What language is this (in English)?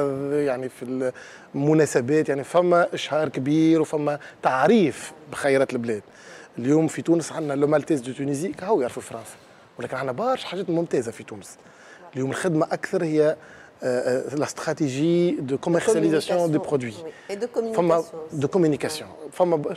Tunisian Arabic